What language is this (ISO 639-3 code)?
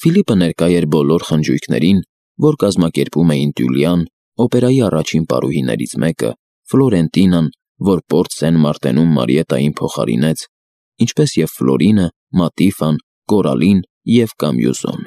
hye